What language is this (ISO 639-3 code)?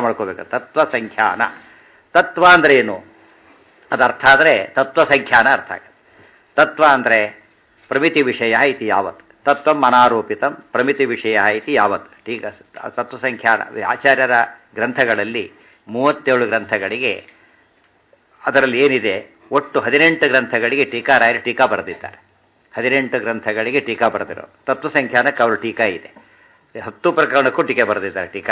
kan